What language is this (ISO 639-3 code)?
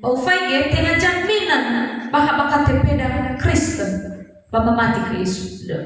nia